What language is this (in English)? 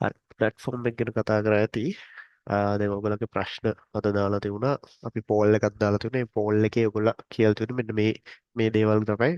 Sinhala